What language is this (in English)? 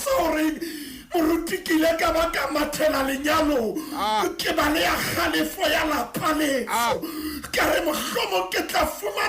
Southern Sotho